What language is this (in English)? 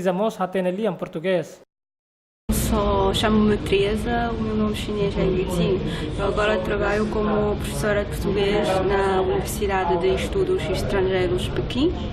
Tetum